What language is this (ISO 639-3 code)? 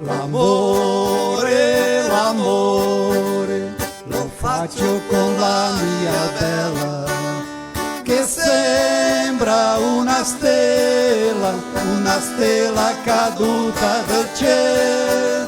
vec